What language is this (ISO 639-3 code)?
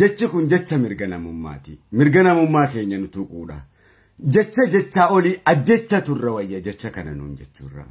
orm